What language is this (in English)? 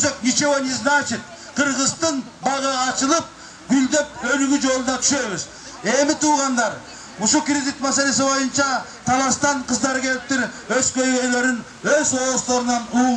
Kyrgyz